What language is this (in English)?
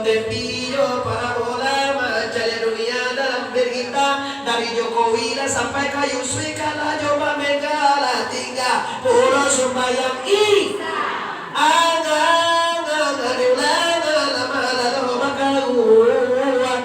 Minangkabau